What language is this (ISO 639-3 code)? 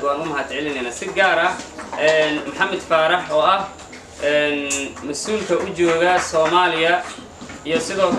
som